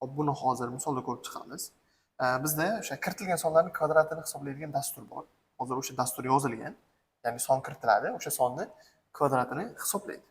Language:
Uzbek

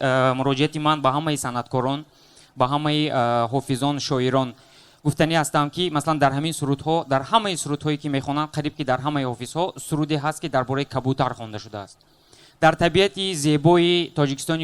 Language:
Tajik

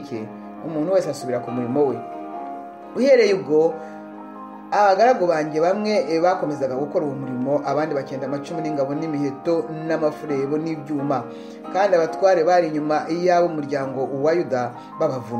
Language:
Kinyarwanda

